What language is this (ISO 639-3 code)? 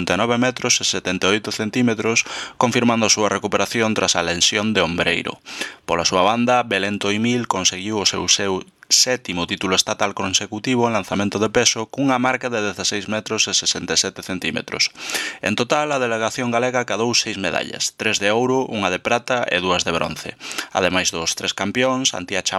glg